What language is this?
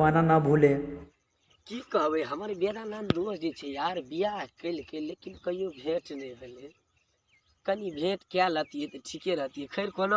Maithili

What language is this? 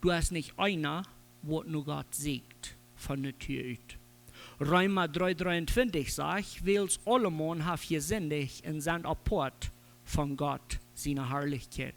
Plautdietsch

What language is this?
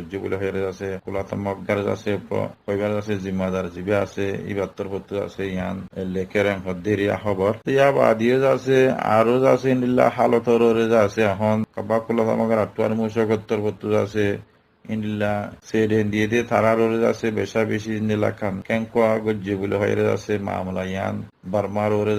Rohingya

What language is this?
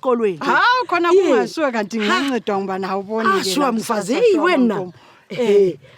North Ndebele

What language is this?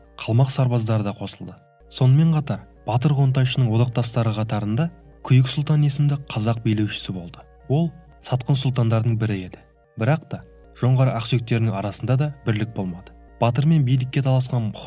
Kazakh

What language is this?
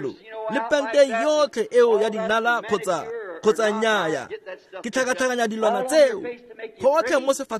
Tswana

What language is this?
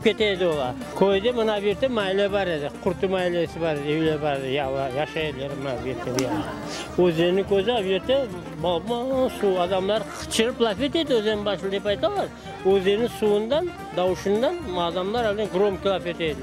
Crimean Tatar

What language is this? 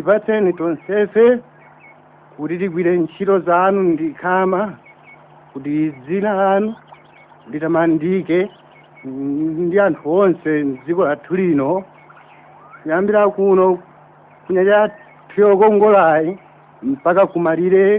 Nyanja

